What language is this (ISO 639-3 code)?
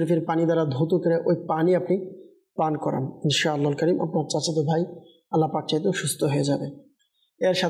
ben